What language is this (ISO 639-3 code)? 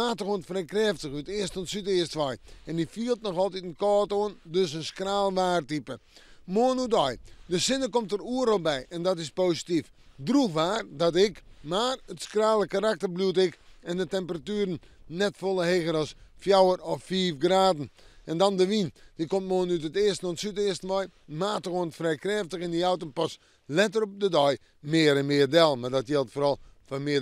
fry